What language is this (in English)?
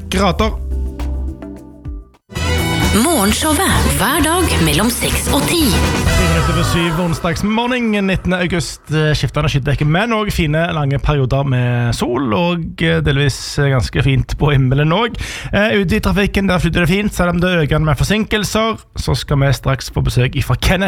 Norwegian